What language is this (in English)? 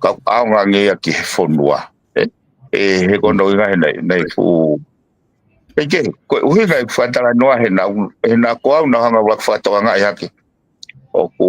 Tongan